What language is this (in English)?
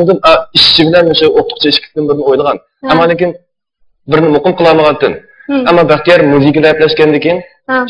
Uyghur